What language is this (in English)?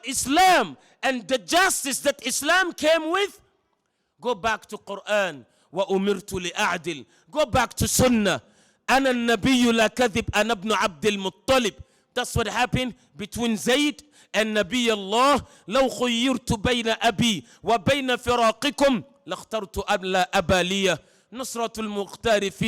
Oromo